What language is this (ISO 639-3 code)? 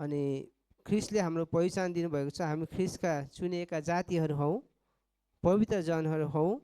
nep